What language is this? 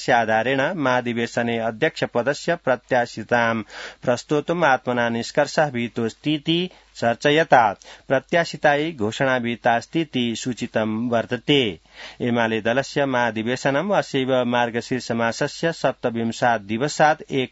Sanskrit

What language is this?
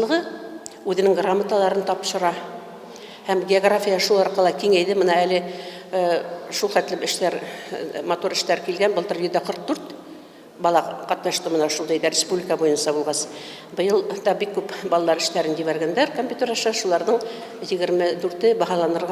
Bashkir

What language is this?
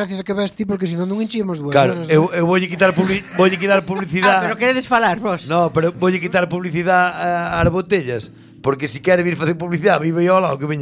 Galician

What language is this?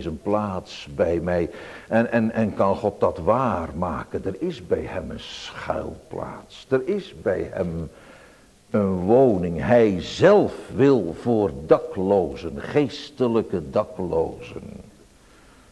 Dutch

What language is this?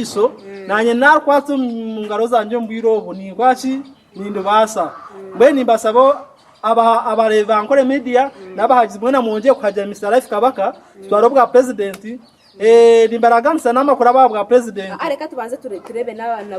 Nyankole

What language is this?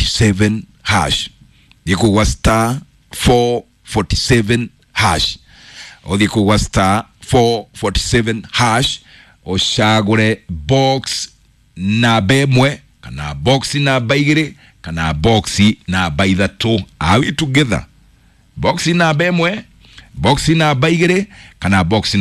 Kikuyu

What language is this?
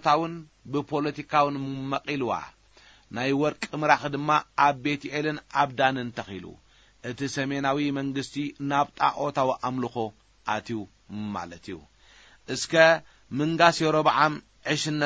Tigrinya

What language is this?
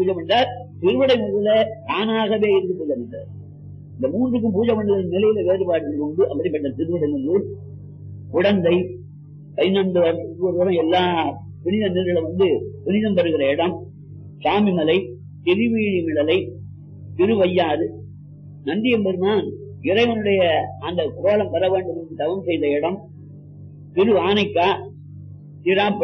Tamil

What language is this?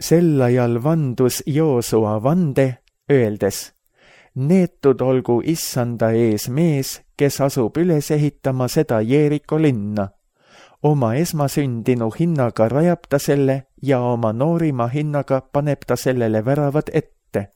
Estonian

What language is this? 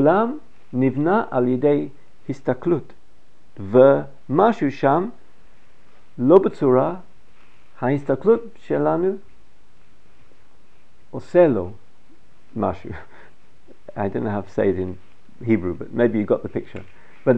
Hebrew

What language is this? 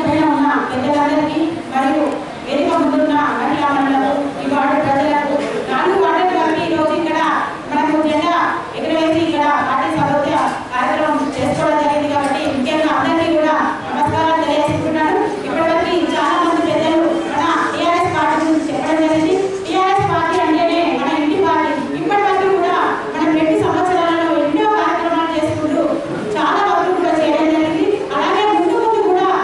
Telugu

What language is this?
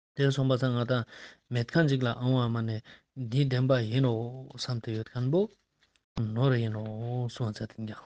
Ladakhi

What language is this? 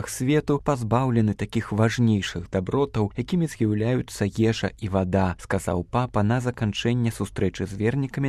Belarusian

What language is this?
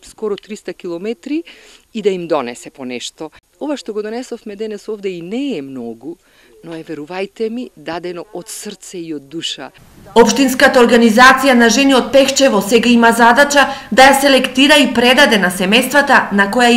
Macedonian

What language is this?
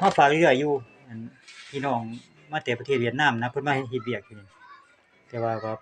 Lao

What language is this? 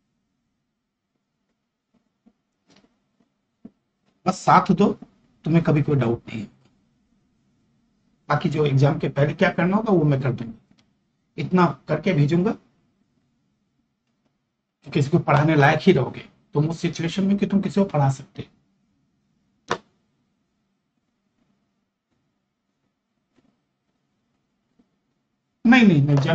Hindi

